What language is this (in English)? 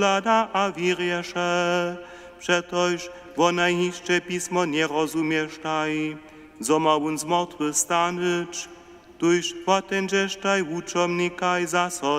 Upper Sorbian